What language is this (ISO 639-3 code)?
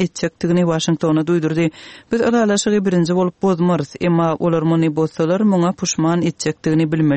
tuk